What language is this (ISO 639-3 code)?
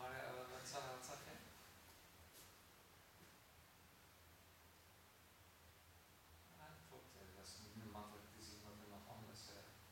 nld